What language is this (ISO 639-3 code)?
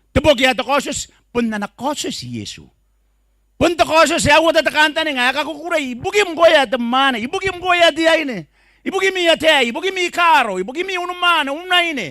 gil